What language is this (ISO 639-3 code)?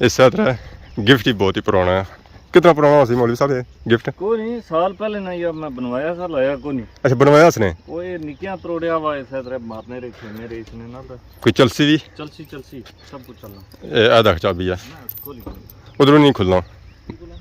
phr